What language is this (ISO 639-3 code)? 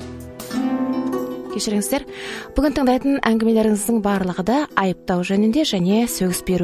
kaz